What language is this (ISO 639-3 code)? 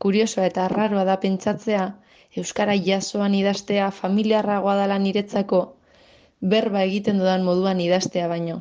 eus